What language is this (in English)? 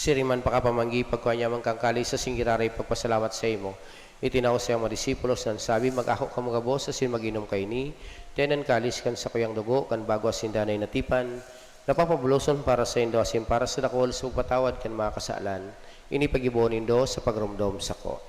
Bikol